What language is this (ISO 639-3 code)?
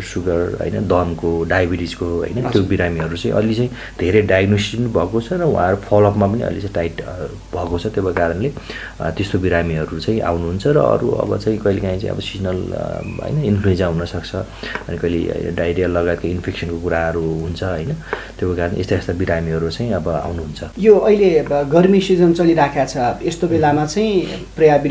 nep